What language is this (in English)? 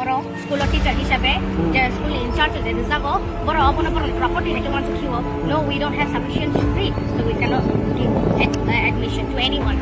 Kok Borok